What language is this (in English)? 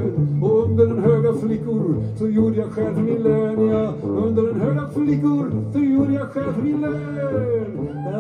Swedish